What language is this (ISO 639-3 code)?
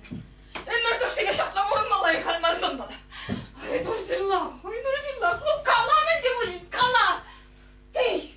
chv